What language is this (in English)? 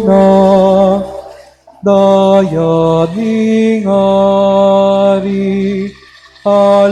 Pampanga